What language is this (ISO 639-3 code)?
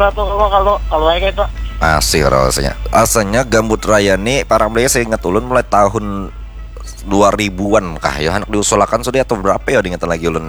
bjn